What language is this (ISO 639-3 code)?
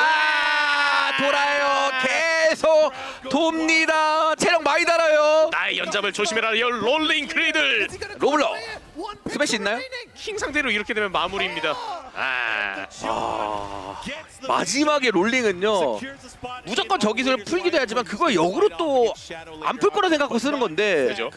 kor